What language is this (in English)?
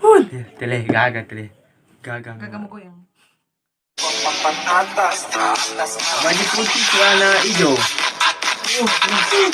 Manado Malay